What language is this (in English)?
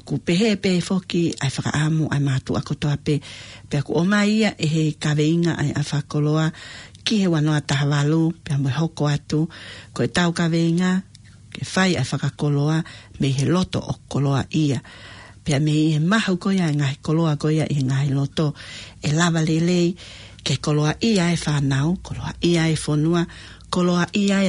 Tongan